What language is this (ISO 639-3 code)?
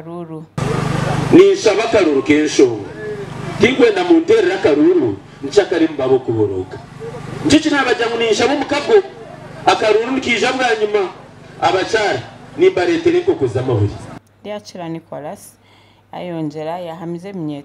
nyn